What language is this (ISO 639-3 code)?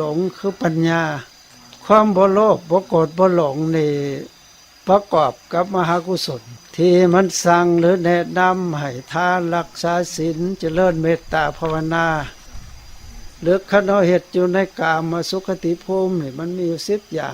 lao